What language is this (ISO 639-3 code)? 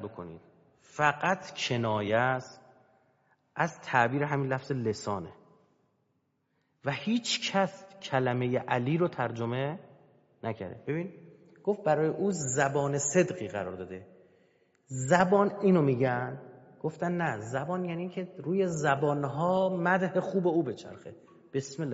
fas